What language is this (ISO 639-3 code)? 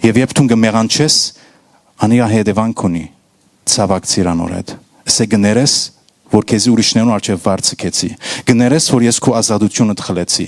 hyw